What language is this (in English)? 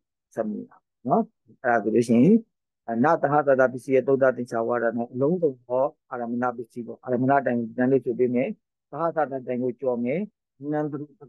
Burmese